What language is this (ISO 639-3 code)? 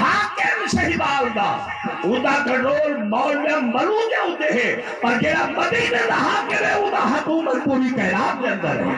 skr